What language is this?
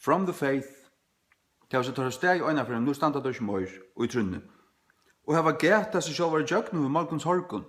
Faroese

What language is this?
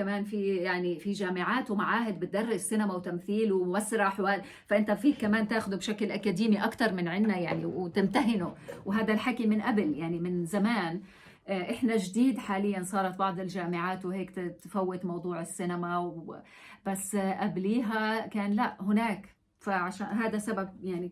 North Levantine Arabic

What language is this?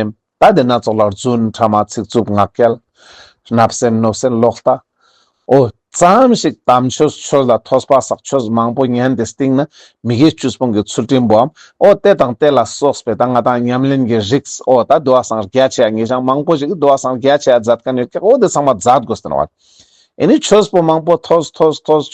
Ladakhi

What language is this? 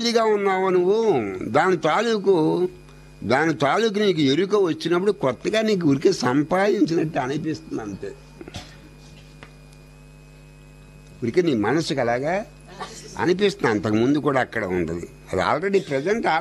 Telugu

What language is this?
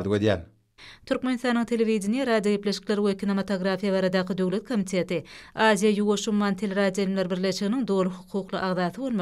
Turkmen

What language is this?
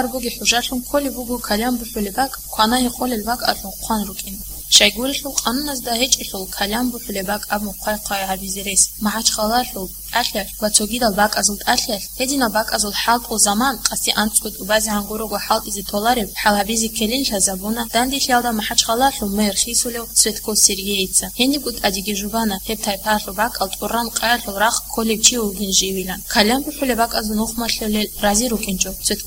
Avaric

